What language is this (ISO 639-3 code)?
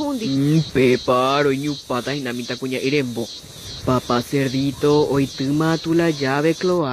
grn